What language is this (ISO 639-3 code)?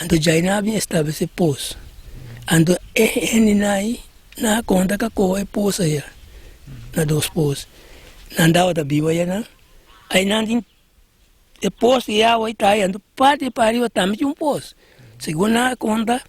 pap